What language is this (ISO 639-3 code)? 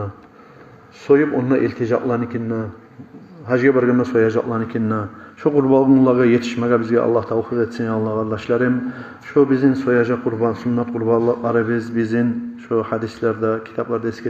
kum